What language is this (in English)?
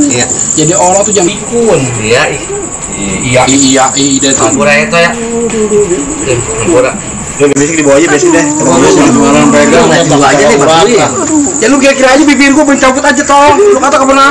Betawi